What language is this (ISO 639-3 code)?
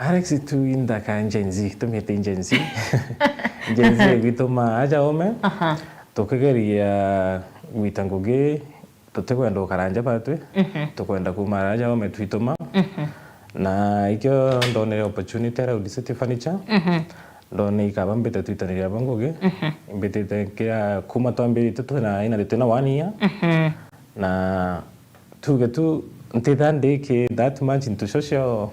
mer